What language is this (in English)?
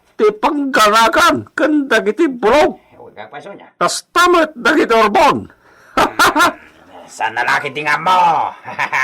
Iloko